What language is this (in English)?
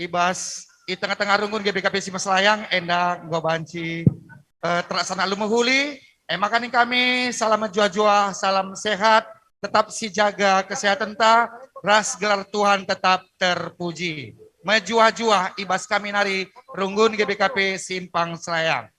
Batak Karo